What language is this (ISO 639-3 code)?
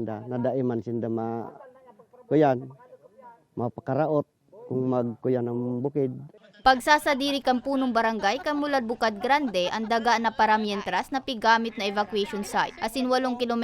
bik